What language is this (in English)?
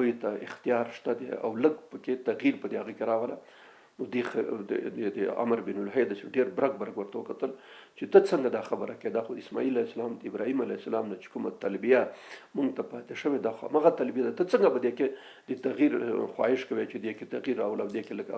Pashto